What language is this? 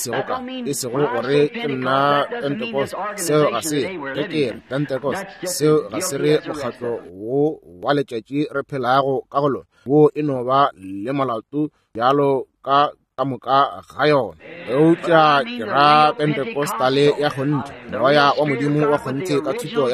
Northern Sotho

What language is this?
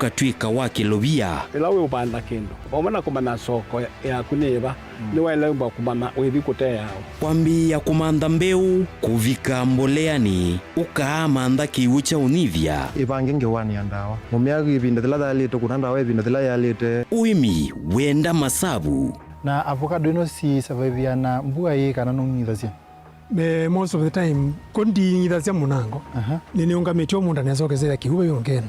Kamba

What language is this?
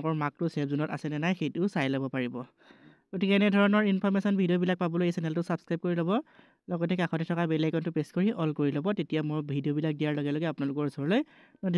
Assamese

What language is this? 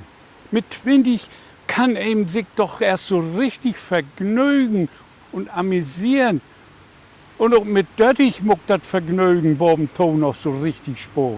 Low German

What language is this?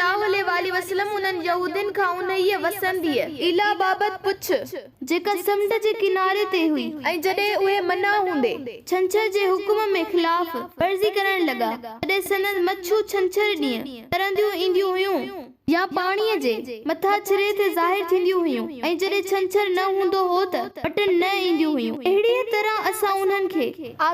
Sindhi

